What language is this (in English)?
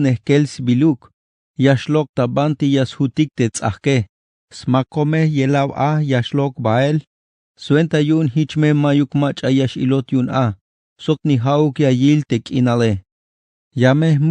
Tzeltal